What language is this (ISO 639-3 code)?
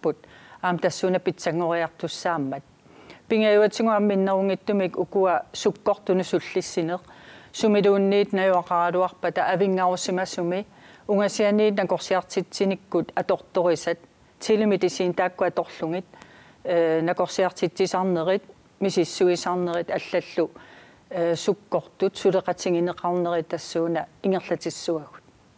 kal